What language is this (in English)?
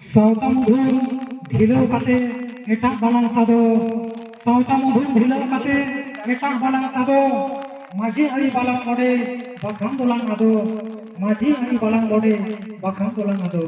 Santali